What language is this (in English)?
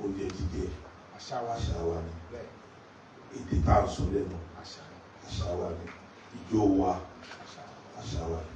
Yoruba